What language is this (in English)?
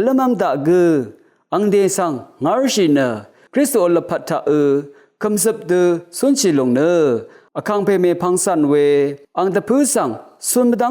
Rawang